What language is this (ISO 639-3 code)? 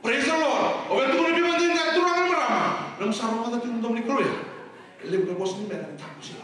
fij